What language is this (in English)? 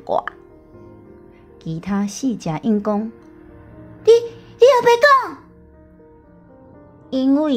Min Nan Chinese